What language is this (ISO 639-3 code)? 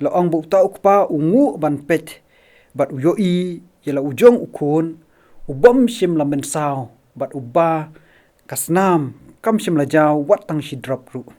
kha